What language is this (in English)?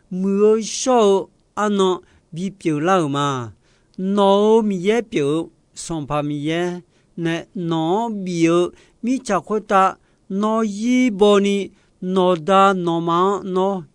Akha